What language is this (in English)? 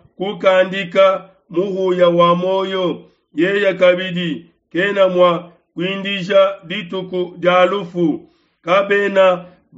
Luba-Lulua